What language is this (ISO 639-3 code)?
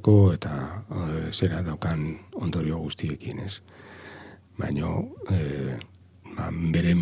eus